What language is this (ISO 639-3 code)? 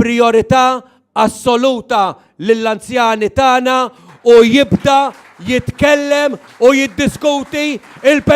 mlt